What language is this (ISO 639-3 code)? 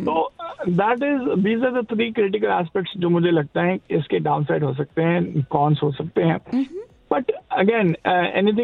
hin